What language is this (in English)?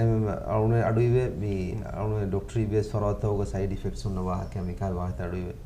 Divehi